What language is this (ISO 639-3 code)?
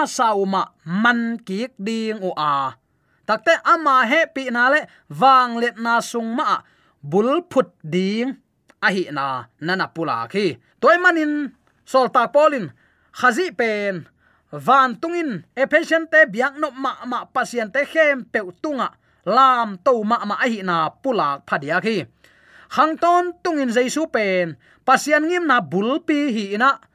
ctd